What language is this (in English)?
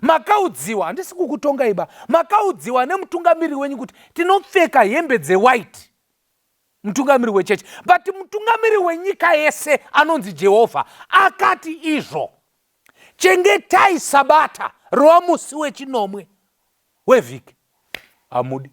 Shona